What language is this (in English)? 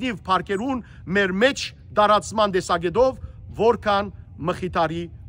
Western Armenian